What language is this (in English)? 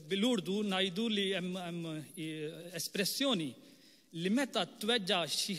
Maltese